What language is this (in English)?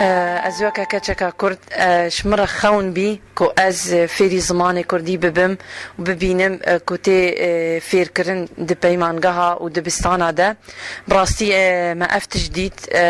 Kurdish